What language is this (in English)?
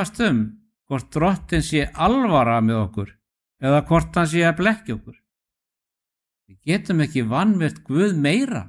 Icelandic